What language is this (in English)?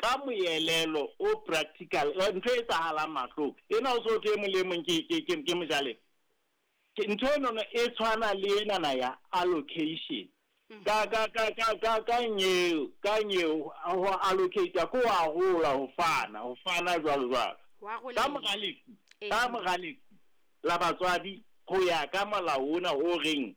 Southern Sotho